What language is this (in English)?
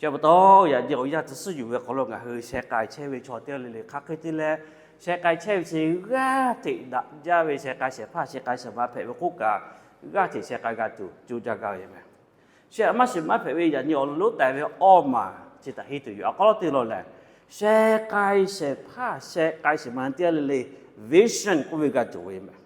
Lahu